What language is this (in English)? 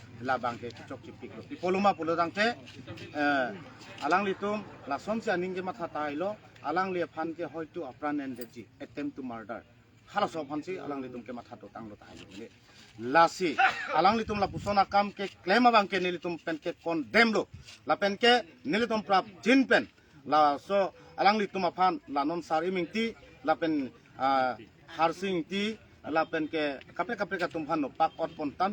Karbi